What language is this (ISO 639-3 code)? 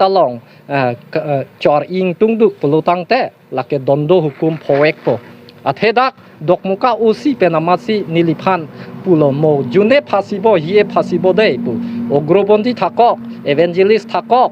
mjw